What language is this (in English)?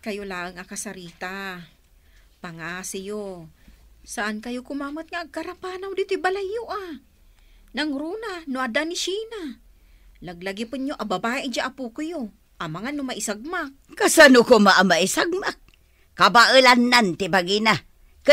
Iloko